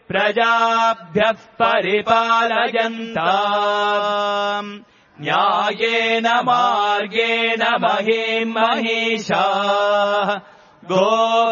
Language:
Sanskrit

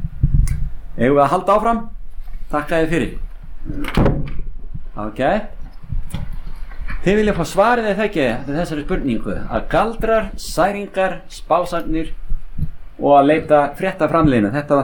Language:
Icelandic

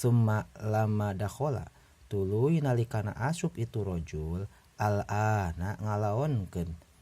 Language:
Sundanese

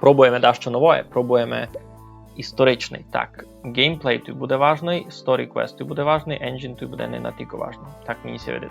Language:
Rusyn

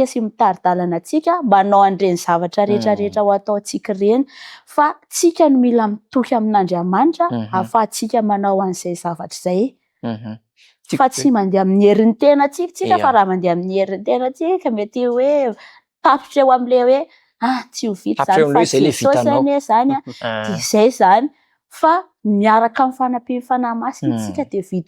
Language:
Malagasy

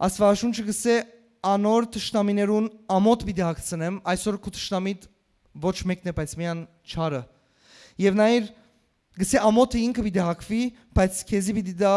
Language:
Western Armenian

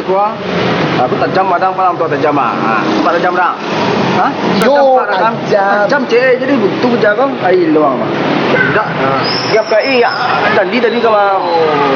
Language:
Minangkabau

